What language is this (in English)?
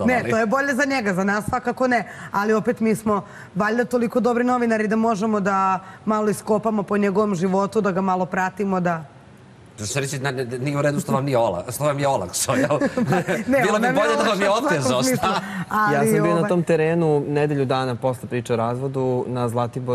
Serbian